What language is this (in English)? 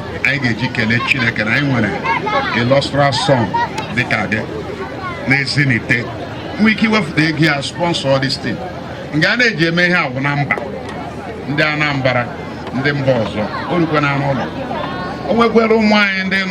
Igbo